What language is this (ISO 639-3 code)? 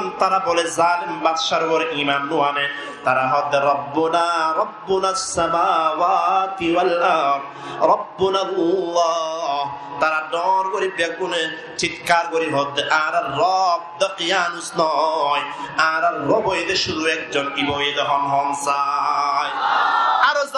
rhg